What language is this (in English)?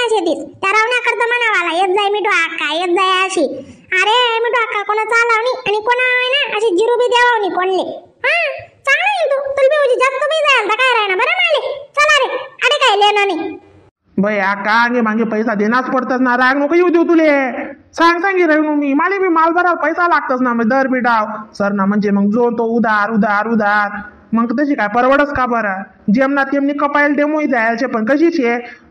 Khandesi